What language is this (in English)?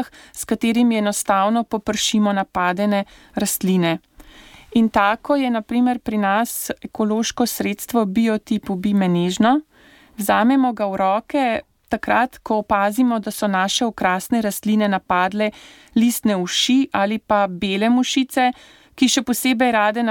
Slovenian